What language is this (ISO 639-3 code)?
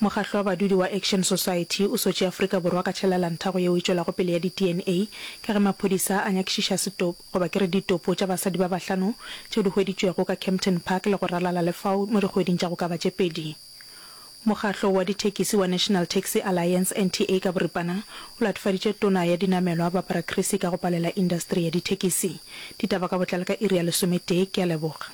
nso